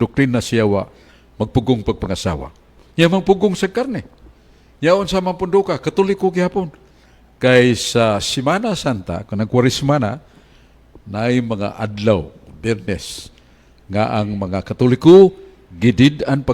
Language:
Cebuano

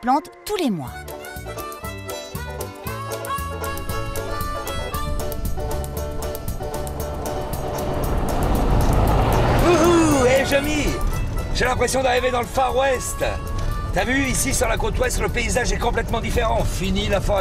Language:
French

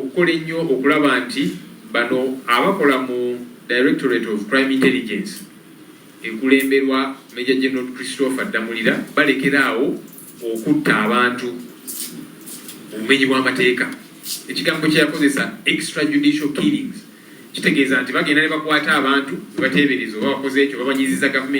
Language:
Ganda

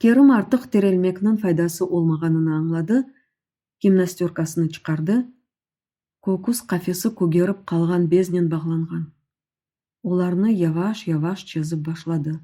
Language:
Crimean Tatar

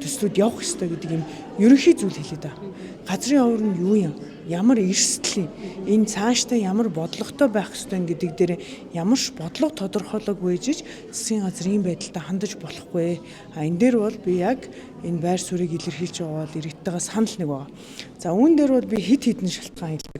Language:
Mongolian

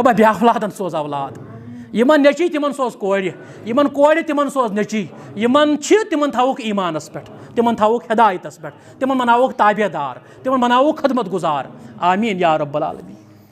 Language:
Kashmiri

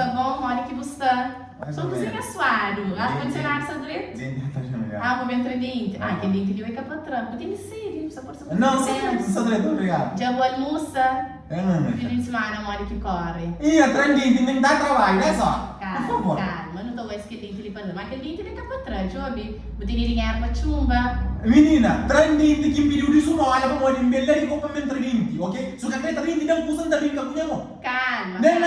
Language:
Kabuverdianu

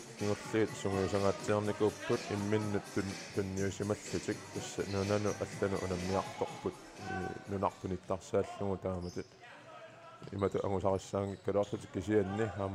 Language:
Kalaallisut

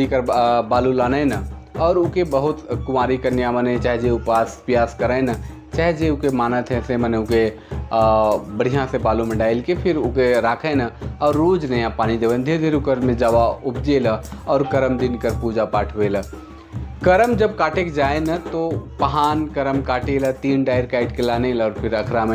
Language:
Sadri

